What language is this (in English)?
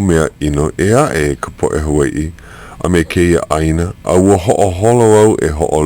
Hawaiian